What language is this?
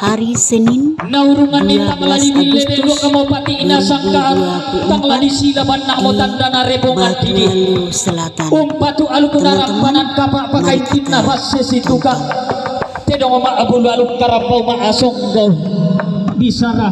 Toraja-Sa'dan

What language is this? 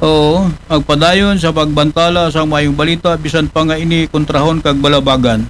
Aklanon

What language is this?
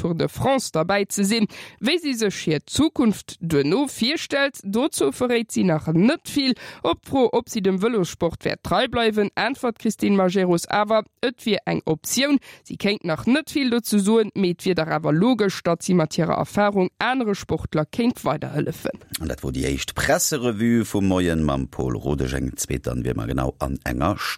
Luxembourgish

